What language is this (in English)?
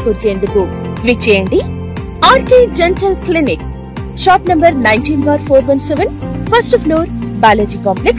Telugu